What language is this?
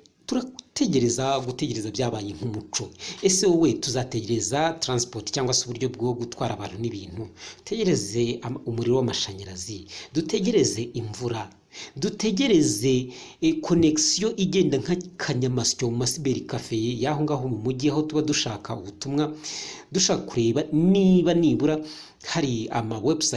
Kinyarwanda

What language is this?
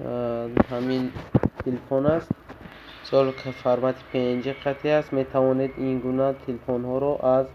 Tajik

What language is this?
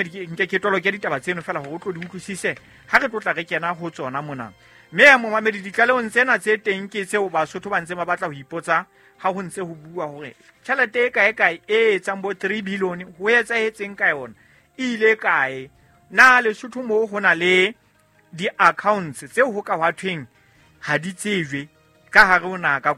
Southern Sotho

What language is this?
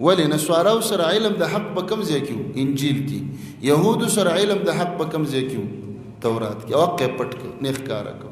Pashto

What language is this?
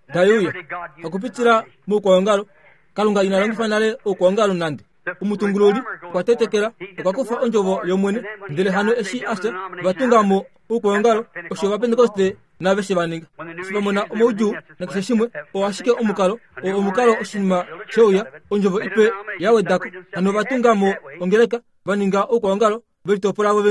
Kuanyama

